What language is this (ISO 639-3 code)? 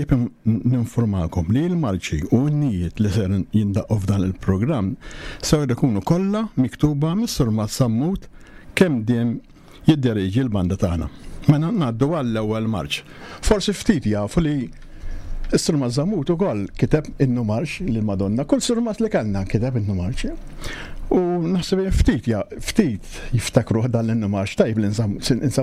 mlt